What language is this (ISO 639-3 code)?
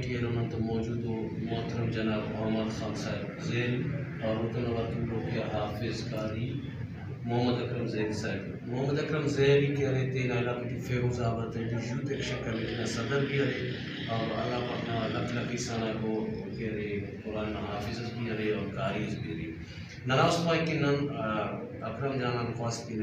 brh